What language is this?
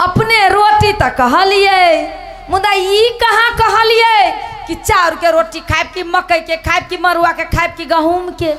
Maithili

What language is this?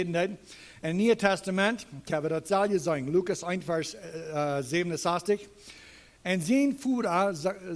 Plautdietsch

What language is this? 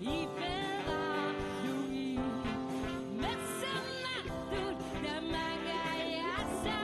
Kalaallisut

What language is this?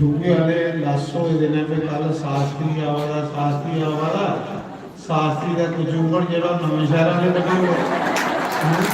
Dogri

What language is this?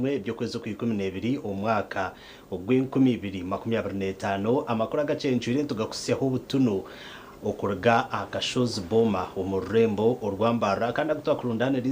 Nyankole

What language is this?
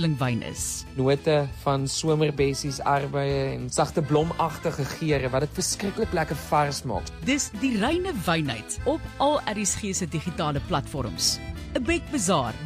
Afrikaans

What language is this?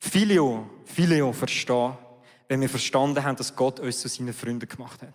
Swiss German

